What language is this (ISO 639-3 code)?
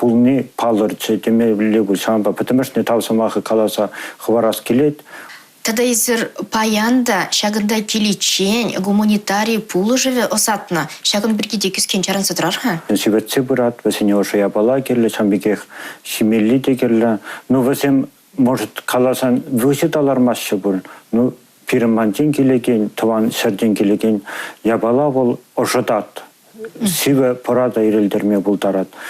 chv